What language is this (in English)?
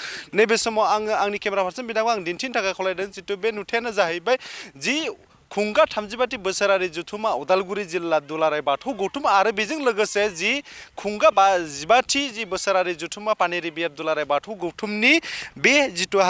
Bodo